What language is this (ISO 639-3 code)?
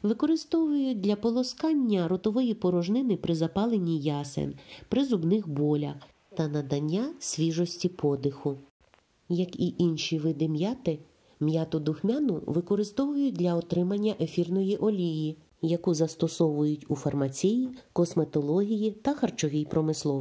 ukr